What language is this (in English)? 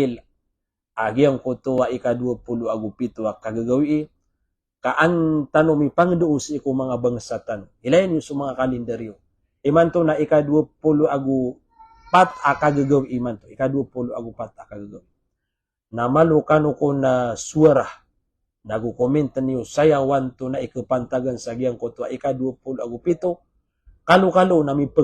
Maranao